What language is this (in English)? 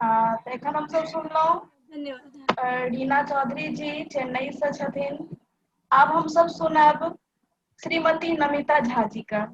Maithili